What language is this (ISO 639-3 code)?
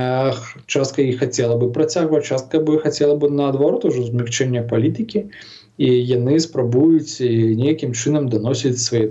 bel